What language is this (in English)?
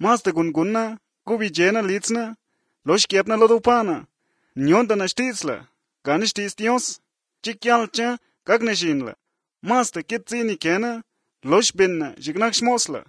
Slovenian